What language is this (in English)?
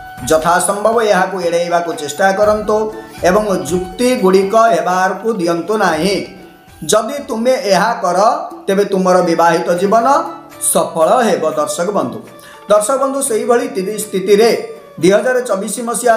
Odia